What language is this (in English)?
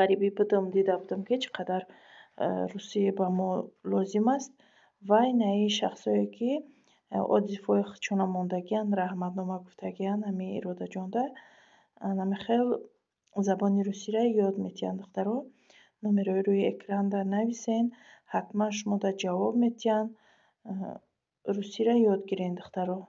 Tajik